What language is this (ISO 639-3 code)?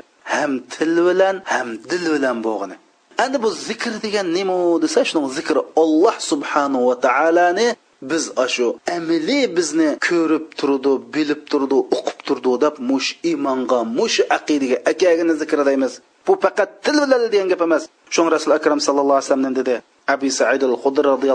uig